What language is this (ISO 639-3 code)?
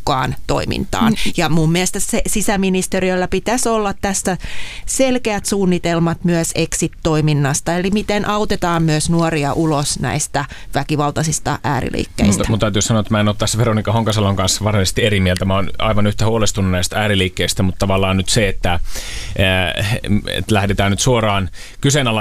fin